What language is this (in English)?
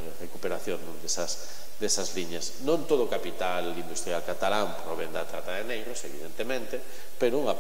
Galician